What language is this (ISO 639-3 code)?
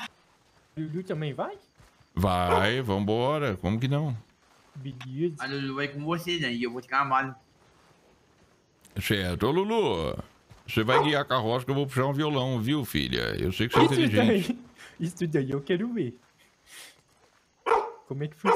por